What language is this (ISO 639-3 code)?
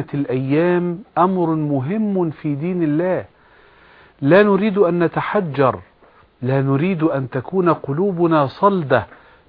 ara